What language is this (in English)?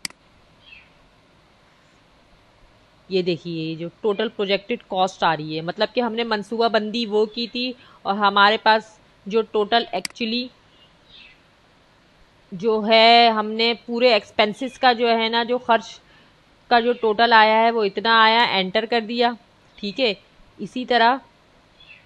Hindi